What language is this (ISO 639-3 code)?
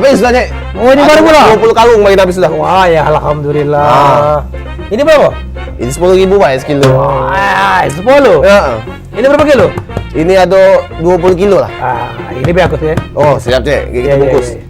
mui